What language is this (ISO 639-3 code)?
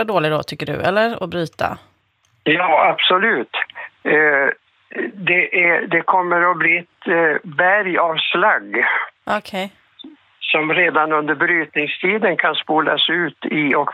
swe